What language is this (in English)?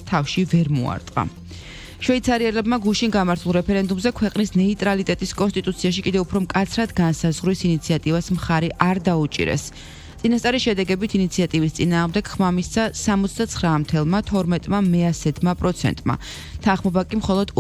Georgian